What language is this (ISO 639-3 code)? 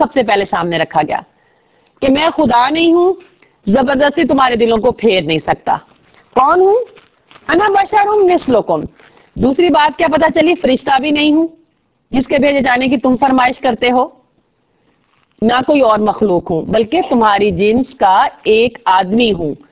urd